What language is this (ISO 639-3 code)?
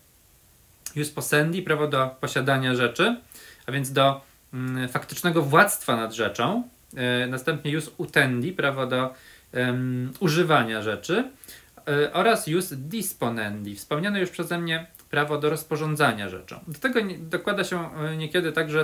pol